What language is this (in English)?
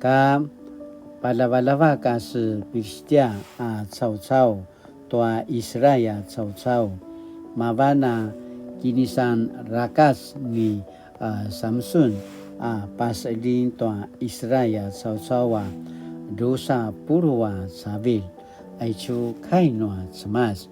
Paiwan